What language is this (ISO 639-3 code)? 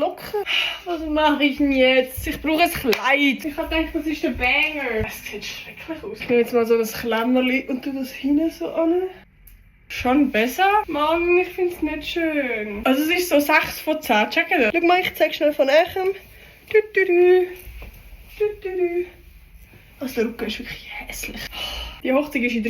gsw